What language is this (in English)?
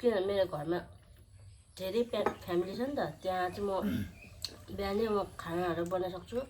Nepali